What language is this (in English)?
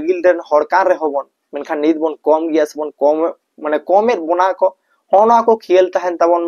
Santali